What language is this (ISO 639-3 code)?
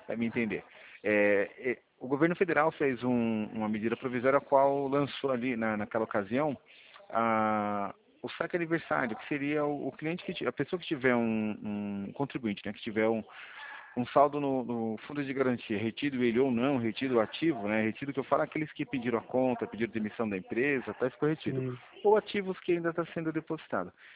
por